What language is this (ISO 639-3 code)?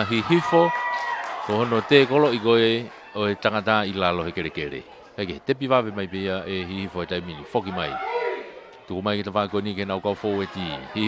ton